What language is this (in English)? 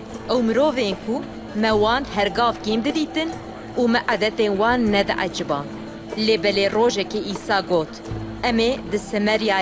Kurdish